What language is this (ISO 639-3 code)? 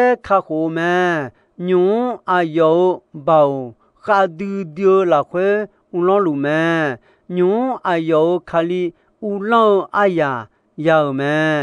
ahk